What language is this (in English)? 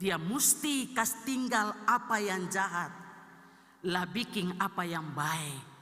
Ambonese Malay